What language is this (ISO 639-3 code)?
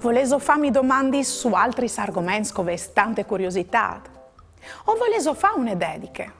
fur